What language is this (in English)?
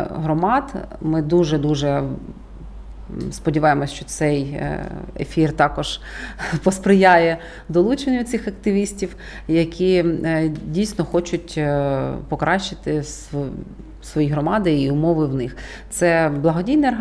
Ukrainian